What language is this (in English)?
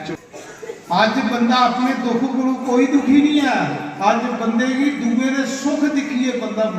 Dogri